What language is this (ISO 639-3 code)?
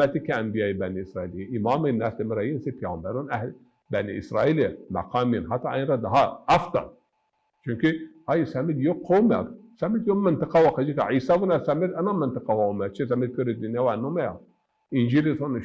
zza